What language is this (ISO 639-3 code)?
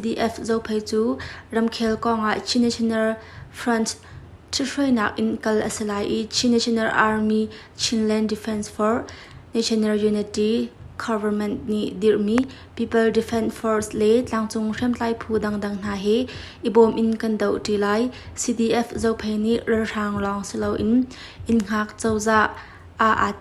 cnh